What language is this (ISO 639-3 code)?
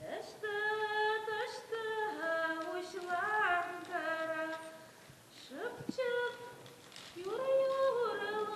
chv